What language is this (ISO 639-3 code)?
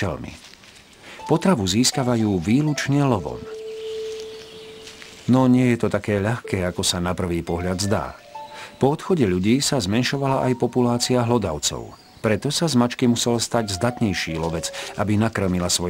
slk